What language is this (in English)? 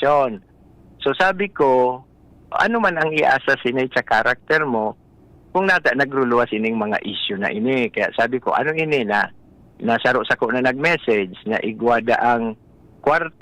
Bikol